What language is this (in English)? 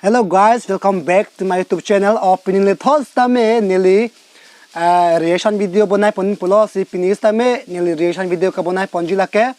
Karbi